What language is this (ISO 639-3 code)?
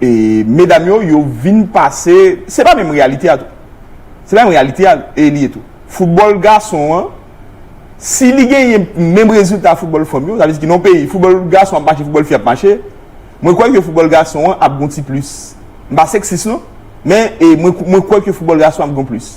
hat